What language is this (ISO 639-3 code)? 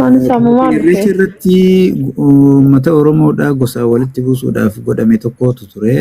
orm